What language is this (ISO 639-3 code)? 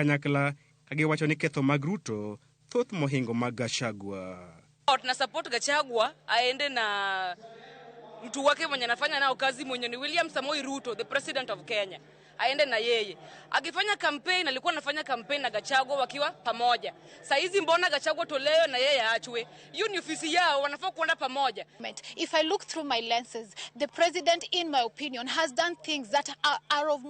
luo